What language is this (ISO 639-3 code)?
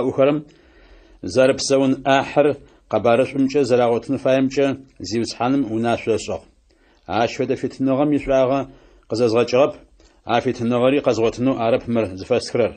ady